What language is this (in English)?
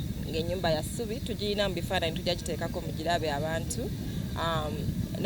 Ganda